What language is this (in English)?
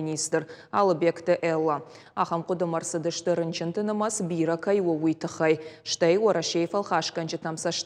Ossetic